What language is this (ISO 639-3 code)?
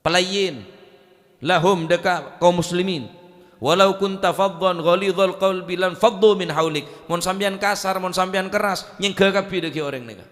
mad